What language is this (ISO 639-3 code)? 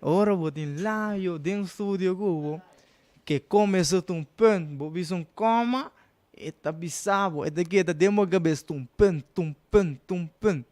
pap